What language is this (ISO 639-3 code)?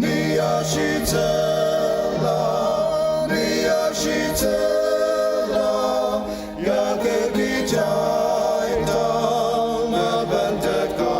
njo